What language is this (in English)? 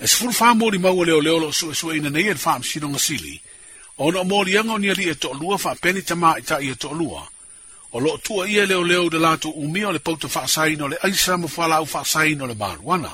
Samoan